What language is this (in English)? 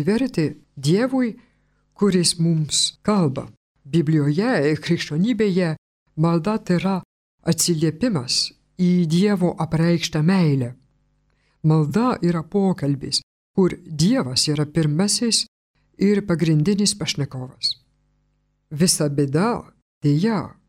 Lithuanian